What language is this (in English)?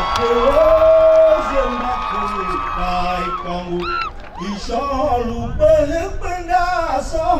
Tiv